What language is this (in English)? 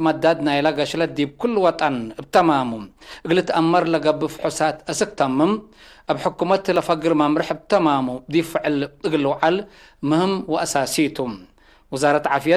Tigre